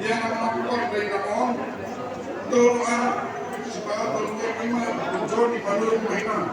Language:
Batak Toba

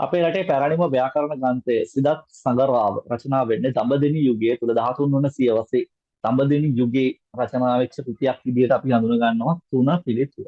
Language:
Sinhala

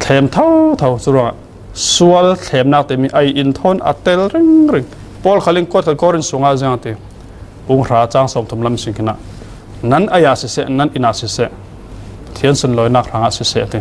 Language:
Falam Chin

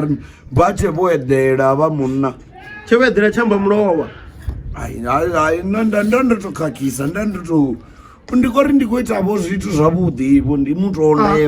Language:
Venda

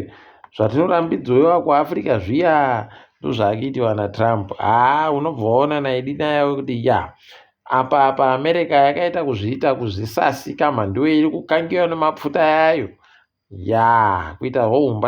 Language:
Ndau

